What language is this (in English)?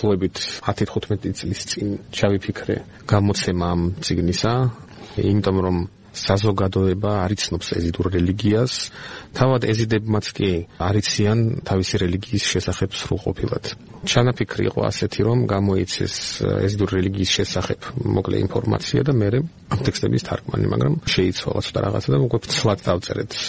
Georgian